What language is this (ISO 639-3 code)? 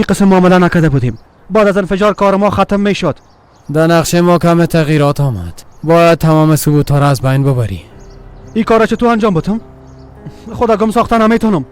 fas